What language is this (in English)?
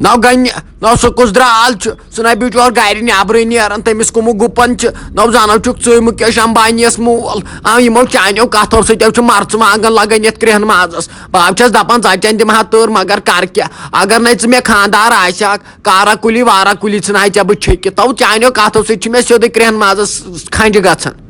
Kashmiri